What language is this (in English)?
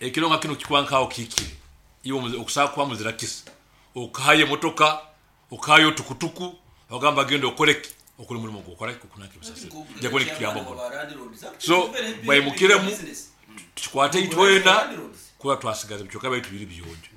Nyankole